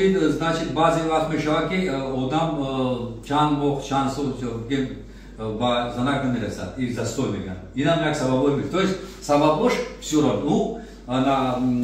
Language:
Tajik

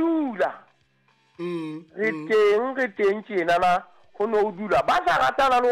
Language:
Southern Sotho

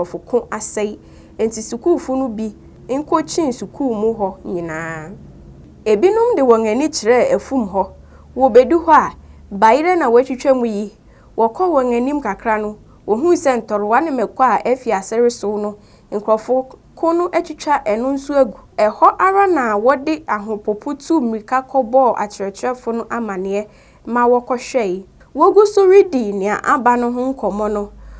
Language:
Akan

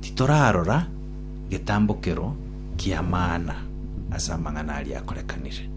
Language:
Gusii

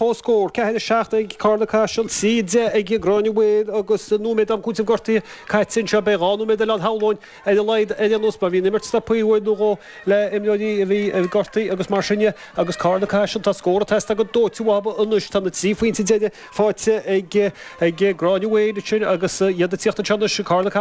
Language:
Irish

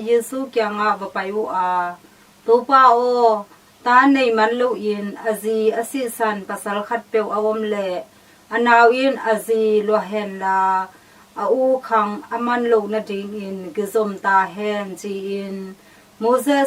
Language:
Tedim Chin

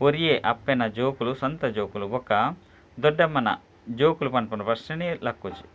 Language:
Tulu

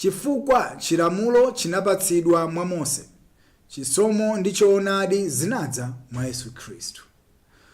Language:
Nyanja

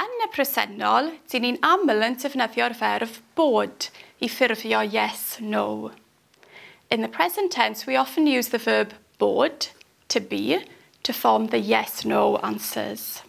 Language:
Welsh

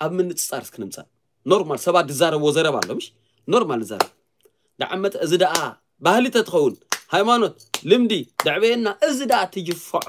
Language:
Tigrinya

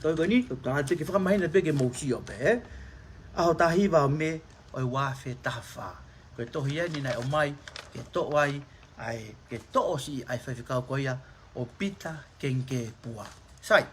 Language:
Tongan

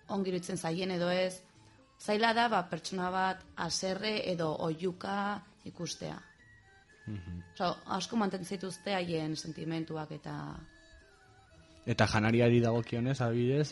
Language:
Basque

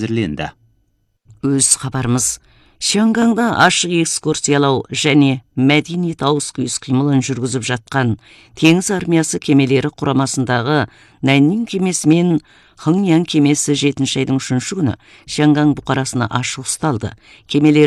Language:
Kazakh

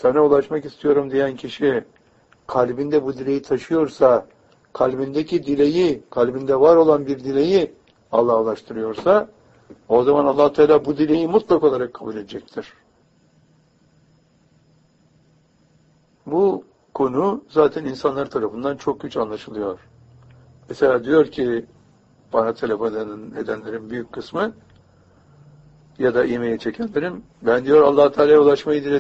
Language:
Turkish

